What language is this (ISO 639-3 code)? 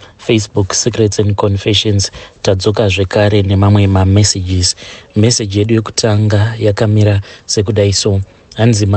sna